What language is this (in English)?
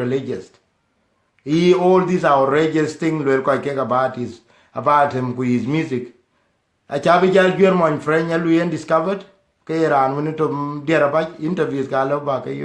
Dinka